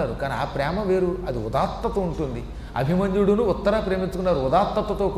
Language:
Telugu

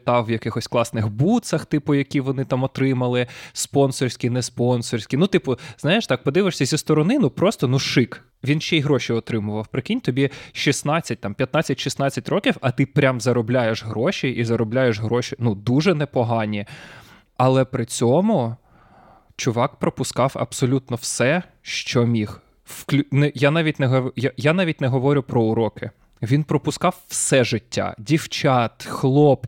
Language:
Ukrainian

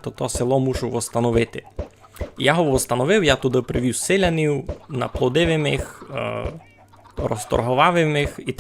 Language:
Rusyn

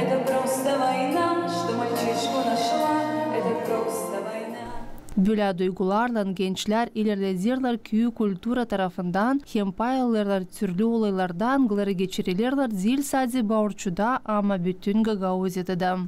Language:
Gagauz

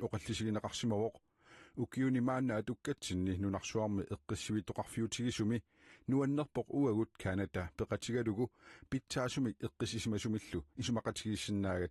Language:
Kalaallisut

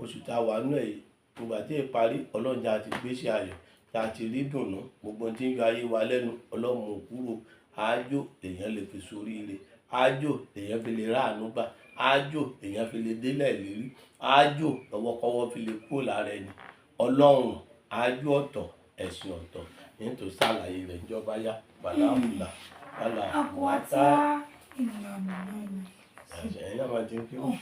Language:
Yoruba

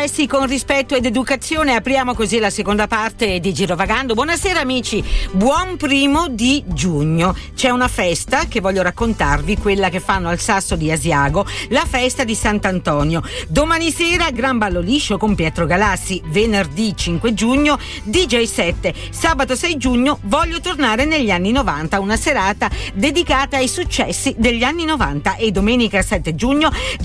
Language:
Italian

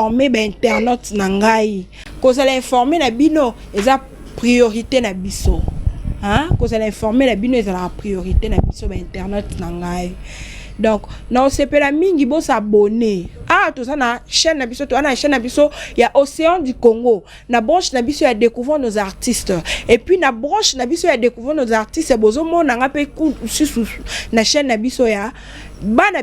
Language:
Lingala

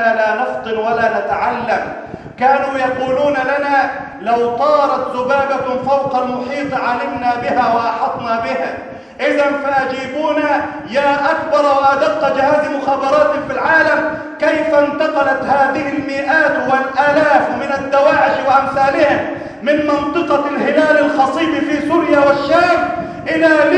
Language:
Arabic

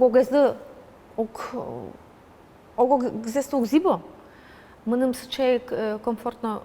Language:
Udmurt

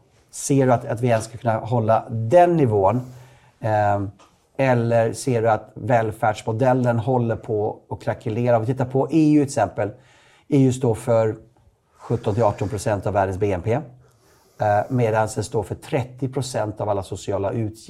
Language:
Swedish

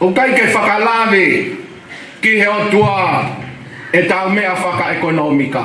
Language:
Tongan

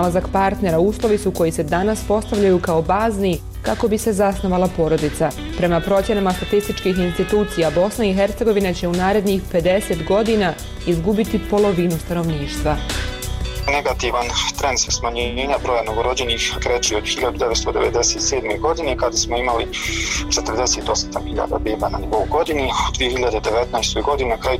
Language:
Bosnian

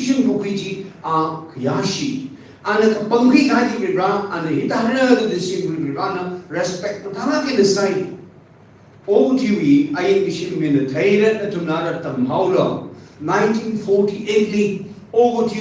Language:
Tangkhul Naga (India)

